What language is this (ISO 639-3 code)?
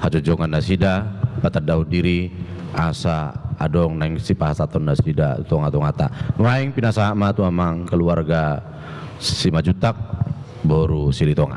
bbc